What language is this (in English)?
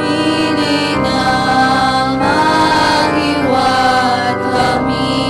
Hiligaynon